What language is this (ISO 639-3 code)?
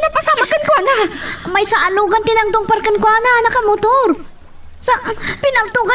ilo